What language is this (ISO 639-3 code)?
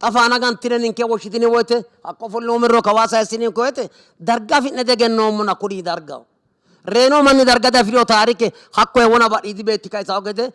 sid